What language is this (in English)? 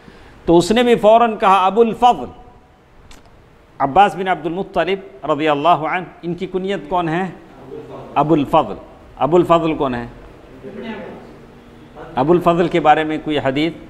Urdu